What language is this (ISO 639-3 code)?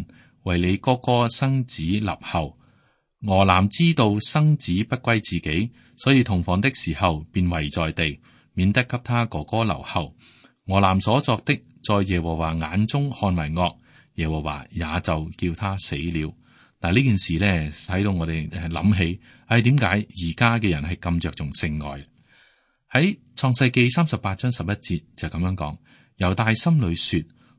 yue